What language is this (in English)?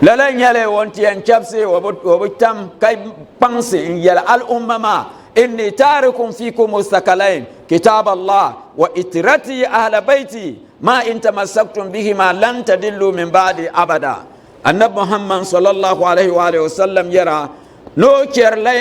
Dagbani